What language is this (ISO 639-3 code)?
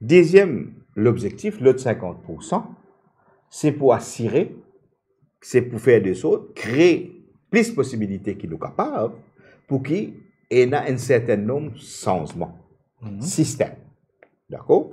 mfe